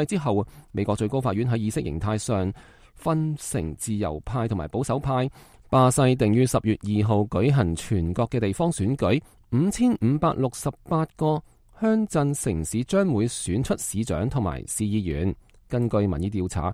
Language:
Cantonese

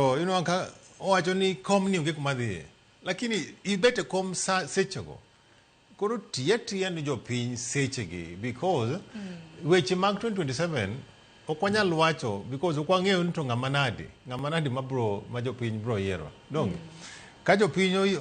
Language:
Luo (Kenya and Tanzania)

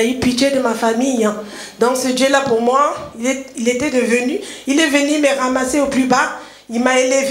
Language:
French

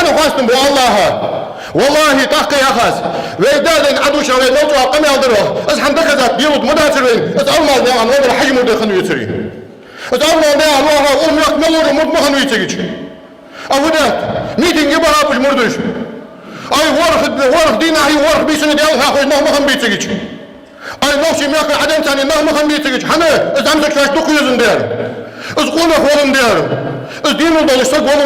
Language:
Ingush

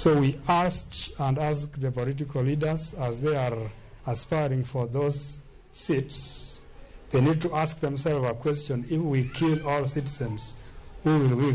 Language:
Luo (Kenya and Tanzania)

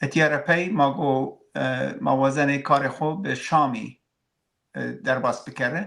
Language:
Zaza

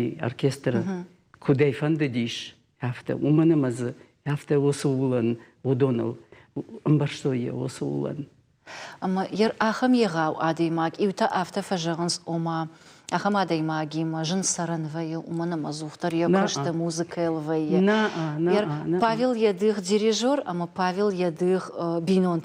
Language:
Ossetic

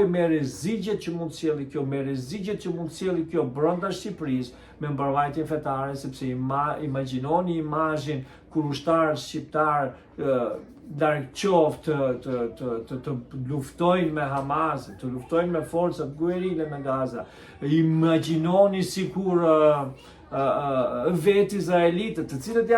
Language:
Albanian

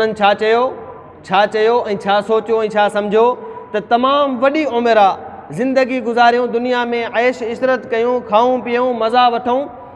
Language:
Sindhi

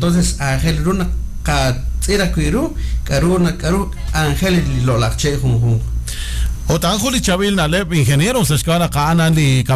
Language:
Kekchí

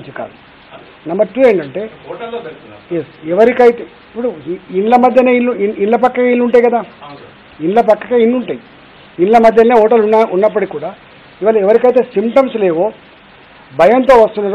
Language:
Telugu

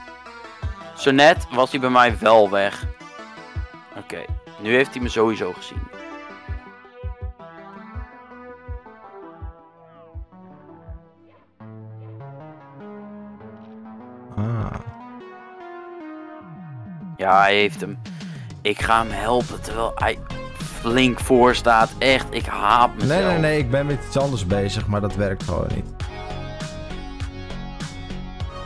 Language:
Dutch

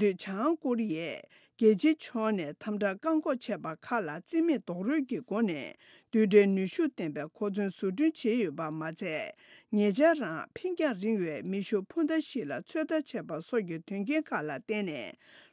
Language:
Tibetan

